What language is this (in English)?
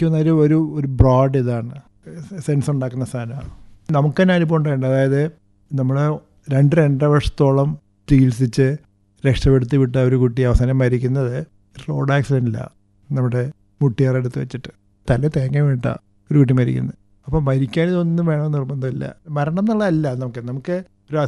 Malayalam